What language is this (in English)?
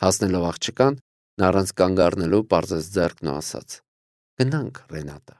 Armenian